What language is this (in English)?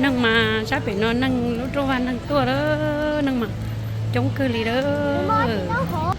Hmong